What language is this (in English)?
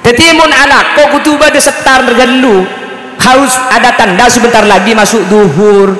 Madurese